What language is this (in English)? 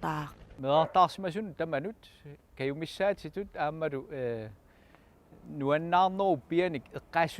Kalaallisut